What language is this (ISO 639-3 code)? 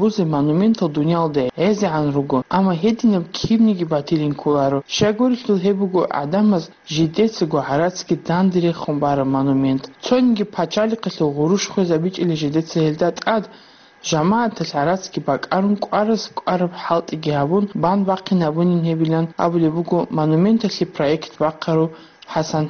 ava